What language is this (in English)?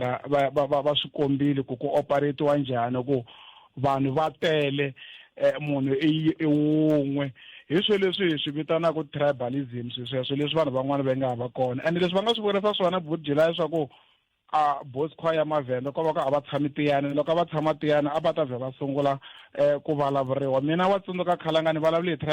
Tsonga